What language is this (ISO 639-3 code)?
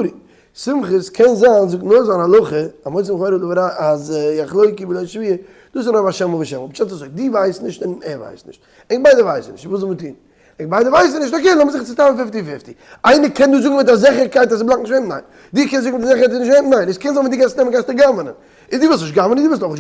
yid